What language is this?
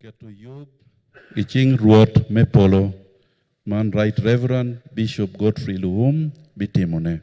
Acoli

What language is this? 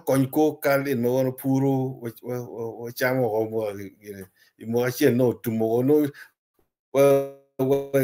Acoli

